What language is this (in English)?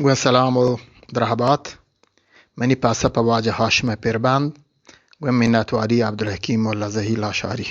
Eastern Balochi